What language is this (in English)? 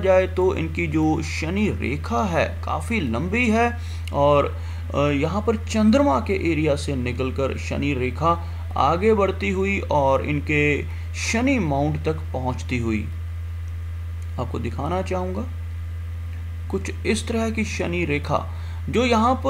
Hindi